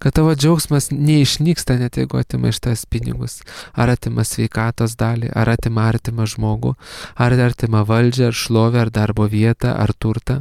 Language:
Lithuanian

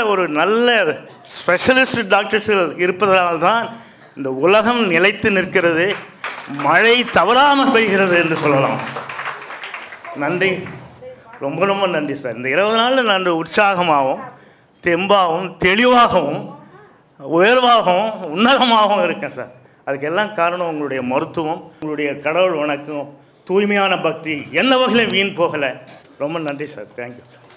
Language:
Tamil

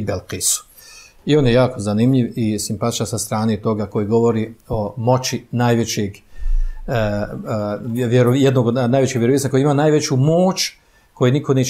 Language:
Bosnian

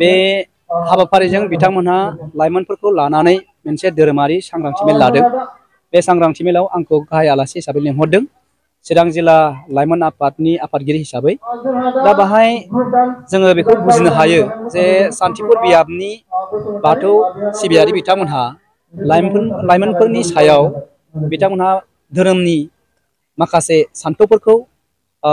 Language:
Bodo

